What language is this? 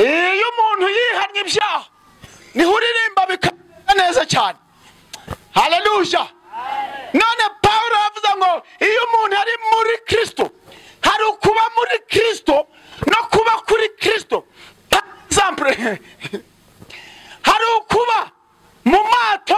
Kinyarwanda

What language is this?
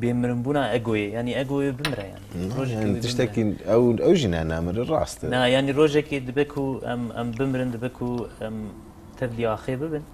Kurdish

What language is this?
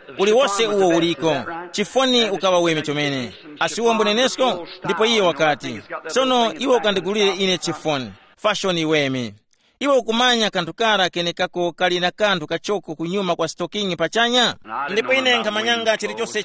Tumbuka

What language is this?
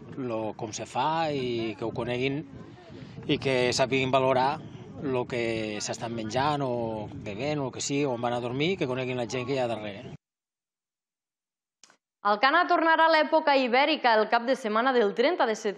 Catalan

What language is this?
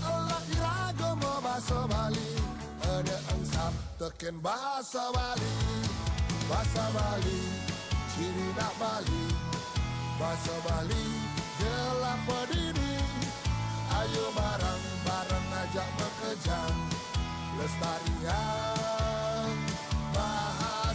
Balinese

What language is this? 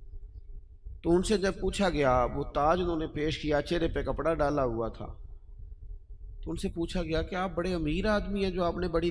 Urdu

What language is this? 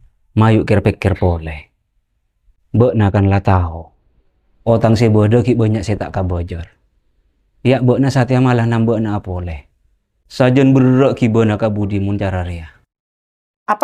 Madurese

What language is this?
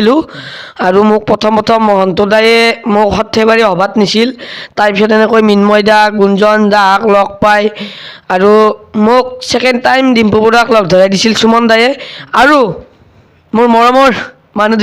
Assamese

